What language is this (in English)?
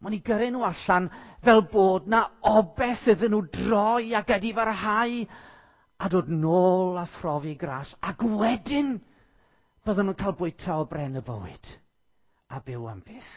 Welsh